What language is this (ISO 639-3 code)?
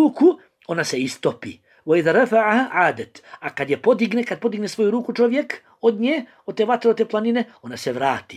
bos